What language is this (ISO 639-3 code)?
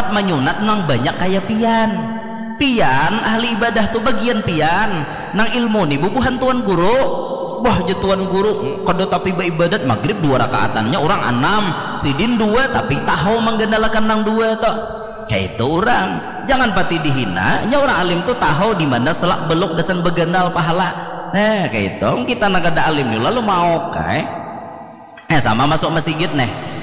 bjn